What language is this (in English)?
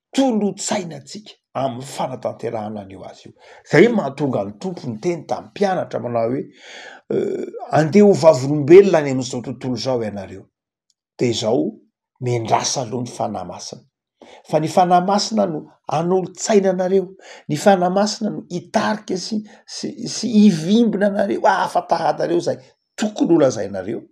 Malagasy